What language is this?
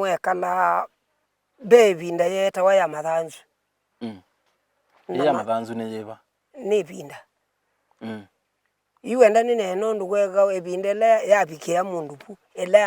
Kamba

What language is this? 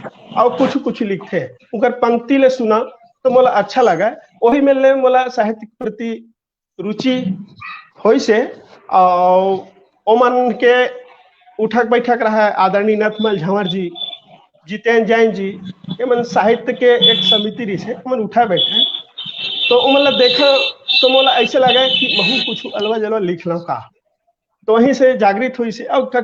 Chhattisgarhi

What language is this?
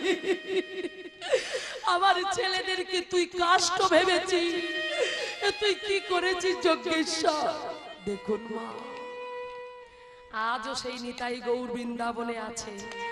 Bangla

